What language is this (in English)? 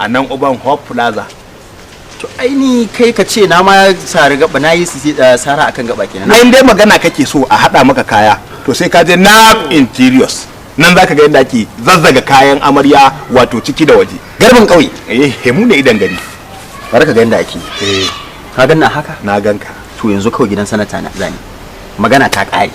Hausa